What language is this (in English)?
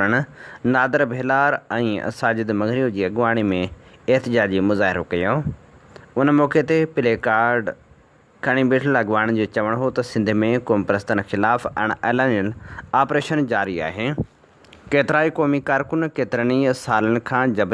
Sindhi